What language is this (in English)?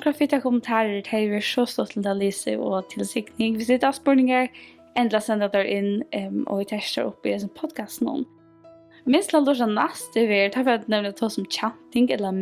Faroese